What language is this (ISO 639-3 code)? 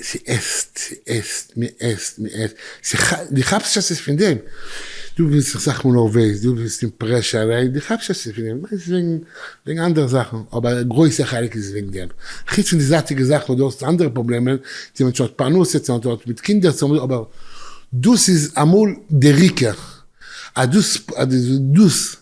yid